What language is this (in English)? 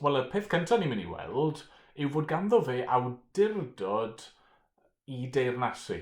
Welsh